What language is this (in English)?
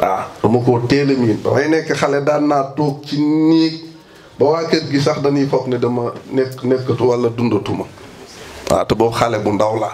Wolof